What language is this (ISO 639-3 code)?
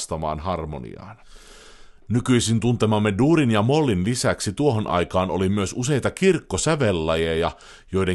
fin